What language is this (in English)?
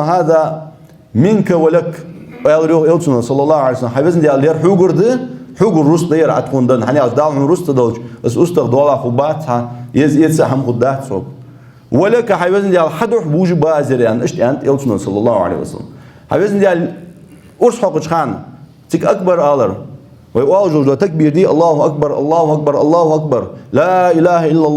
Ingush